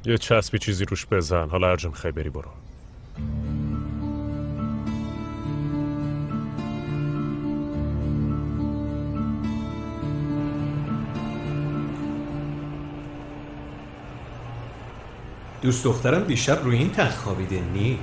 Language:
Persian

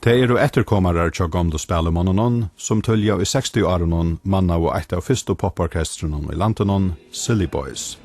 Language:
Faroese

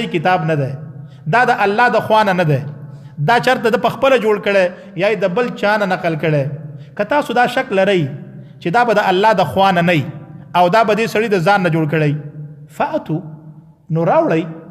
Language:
Pashto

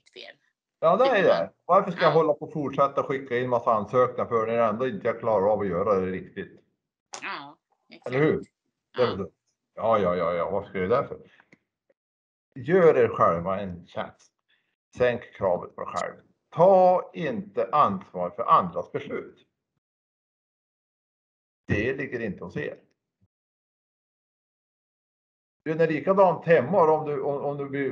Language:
Swedish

